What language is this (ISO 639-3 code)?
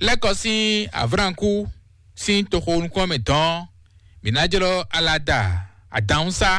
fon